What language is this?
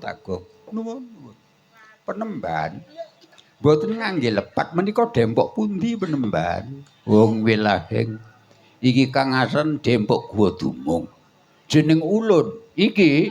Javanese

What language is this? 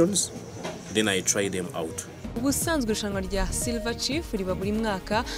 Kinyarwanda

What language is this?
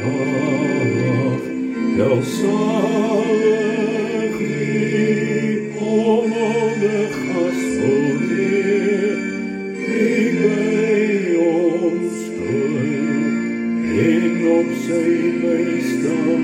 Afrikaans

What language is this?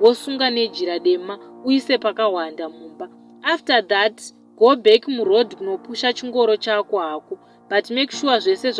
Shona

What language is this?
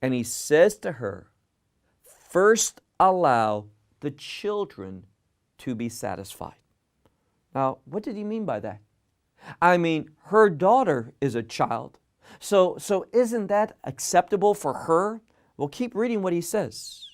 English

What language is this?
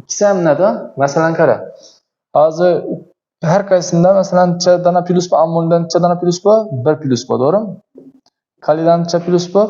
Uzbek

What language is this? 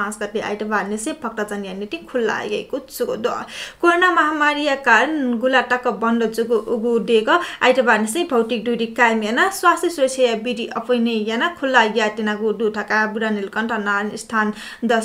Newari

